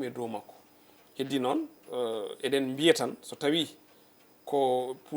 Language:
Fula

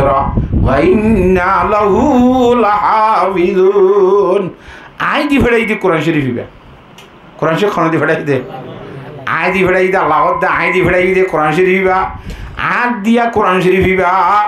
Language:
Rohingya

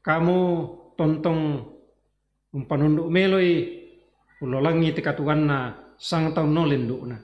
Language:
Toraja-Sa'dan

